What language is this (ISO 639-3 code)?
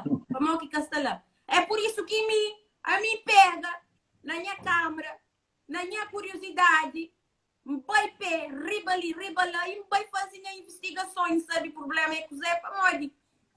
kea